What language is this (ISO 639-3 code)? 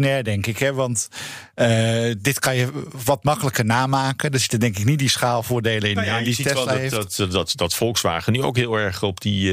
nld